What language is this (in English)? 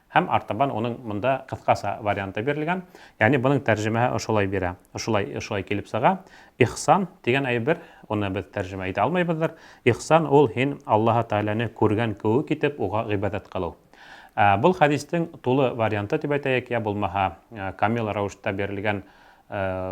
Bashkir